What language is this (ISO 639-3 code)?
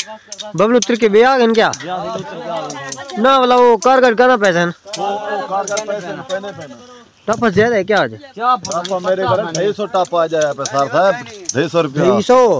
skr